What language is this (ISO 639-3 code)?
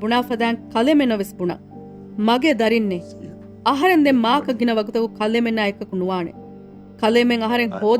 div